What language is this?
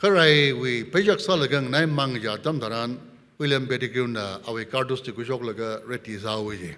Tangkhul Naga (India)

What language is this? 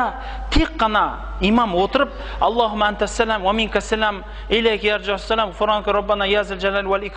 Kazakh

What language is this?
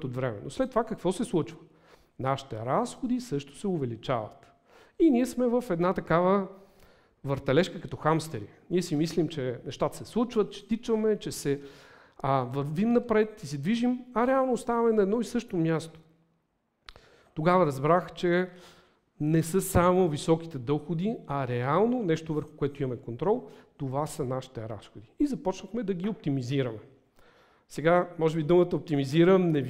Bulgarian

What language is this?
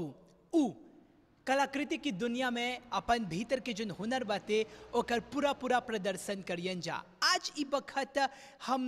Bhojpuri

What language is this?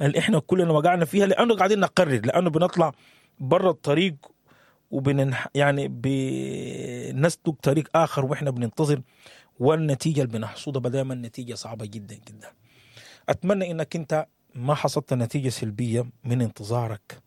Sudanese Arabic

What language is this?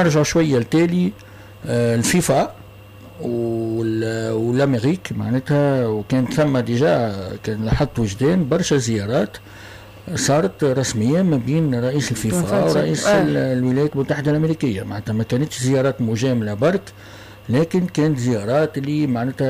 Tunisian Arabic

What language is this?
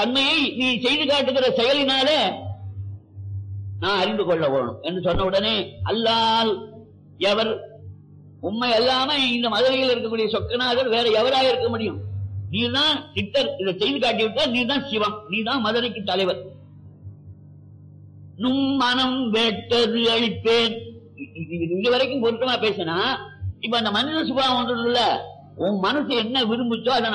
Tamil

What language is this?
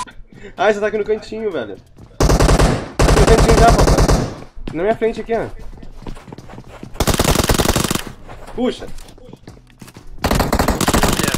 Portuguese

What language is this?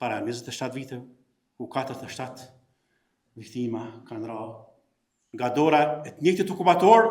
Albanian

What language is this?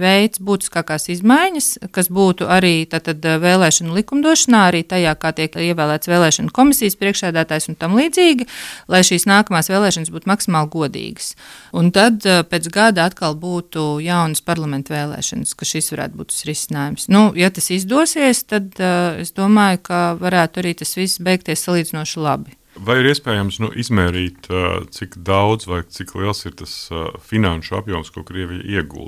Latvian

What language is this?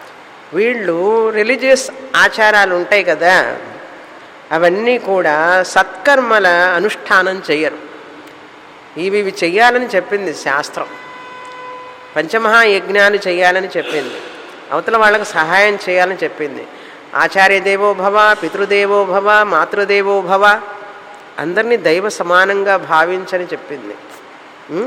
Telugu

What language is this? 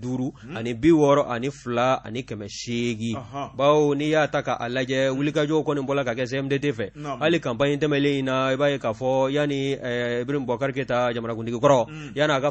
Bambara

